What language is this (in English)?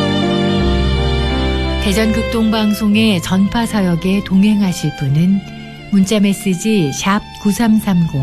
Korean